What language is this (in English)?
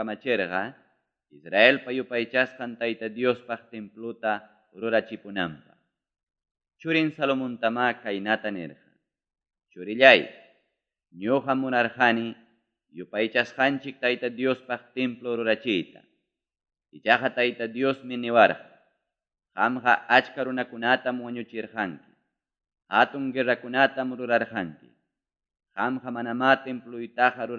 Ayacucho Quechua